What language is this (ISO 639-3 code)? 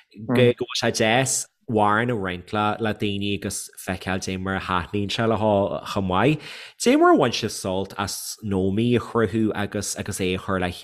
gle